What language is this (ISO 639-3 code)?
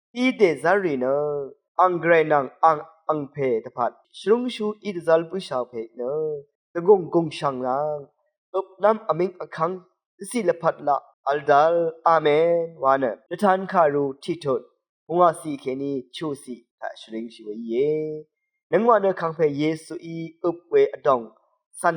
raw